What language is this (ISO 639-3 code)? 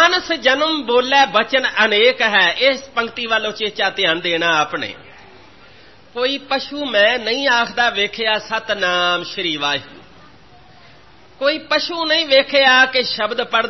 pan